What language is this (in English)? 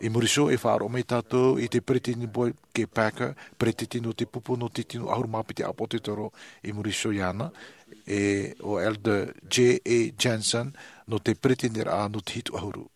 Tahitian